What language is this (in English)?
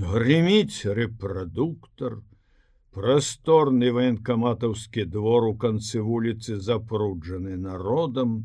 Belarusian